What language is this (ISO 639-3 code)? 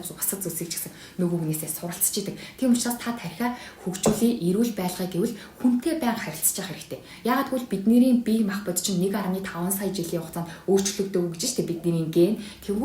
mon